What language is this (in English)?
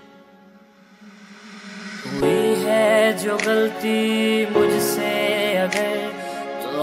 Hindi